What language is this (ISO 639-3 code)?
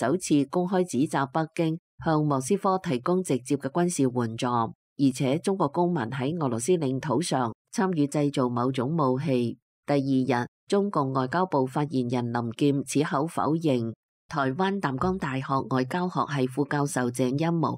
yue